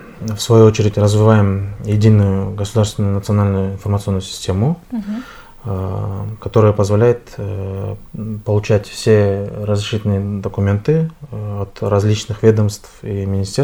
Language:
Russian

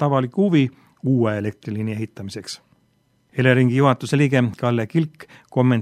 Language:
Estonian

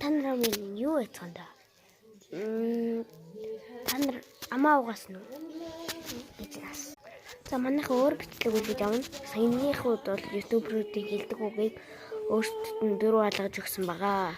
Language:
Mongolian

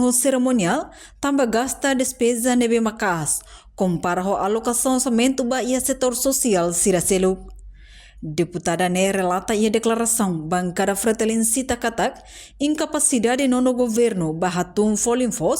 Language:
Tetum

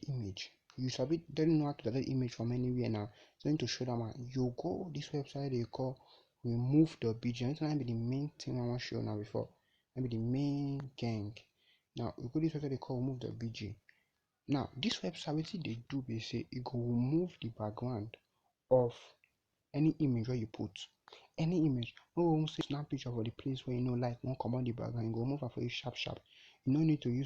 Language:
Nigerian Pidgin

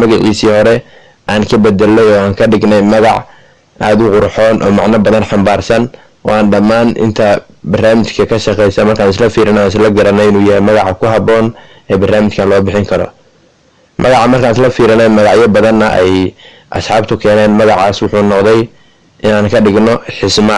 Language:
Somali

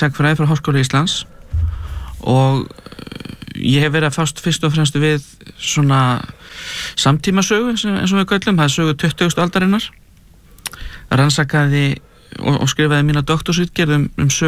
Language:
Icelandic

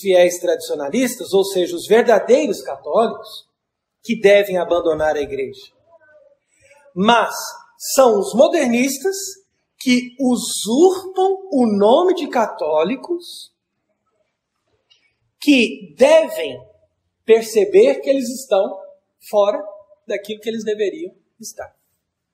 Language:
Portuguese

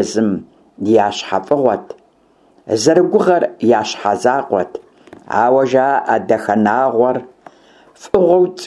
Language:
Kabardian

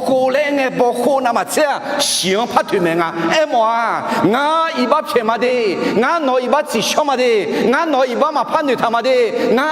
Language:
Akha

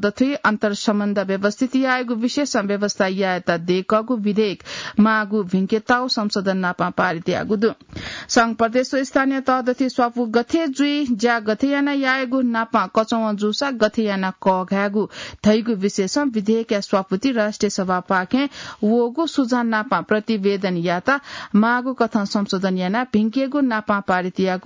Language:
Newari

